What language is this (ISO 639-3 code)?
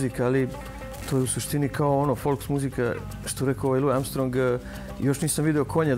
srp